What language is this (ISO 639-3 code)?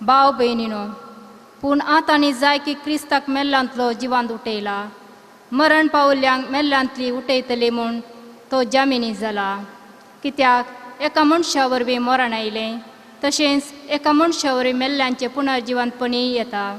kok